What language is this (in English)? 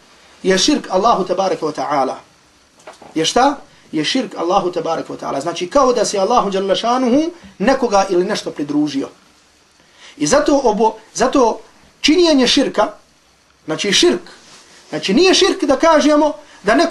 Bosnian